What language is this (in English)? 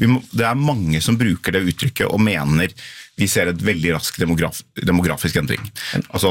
Norwegian